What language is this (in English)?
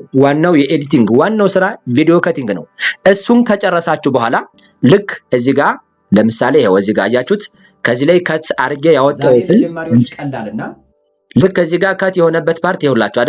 Amharic